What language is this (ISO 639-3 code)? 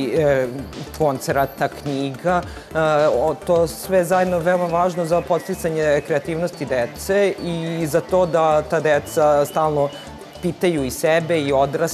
srp